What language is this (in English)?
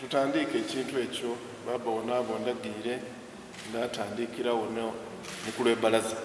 Soga